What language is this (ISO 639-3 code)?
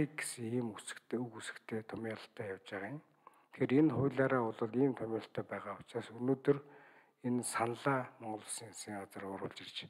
mon